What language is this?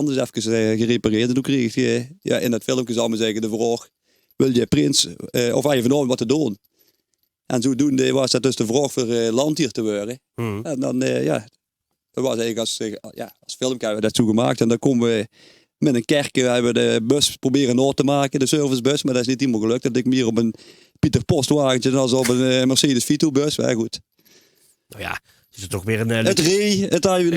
Limburgish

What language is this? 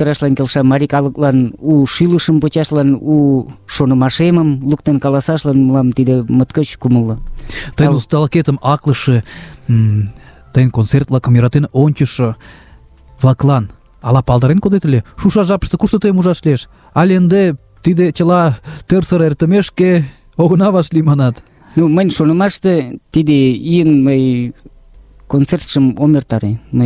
Mari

